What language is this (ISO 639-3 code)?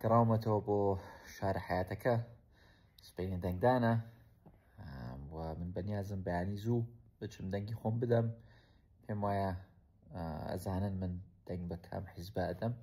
ckb